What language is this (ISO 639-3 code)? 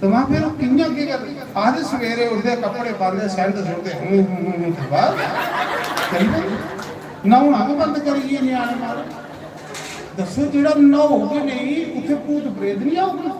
doi